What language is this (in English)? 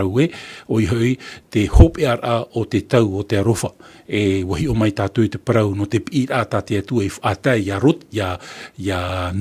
Tahitian